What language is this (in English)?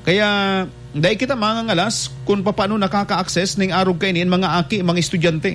Bikol